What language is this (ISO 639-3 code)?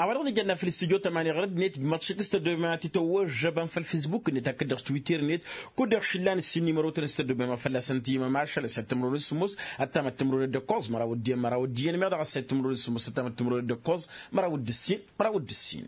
taq